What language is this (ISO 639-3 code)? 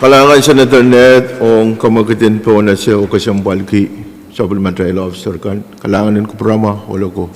pon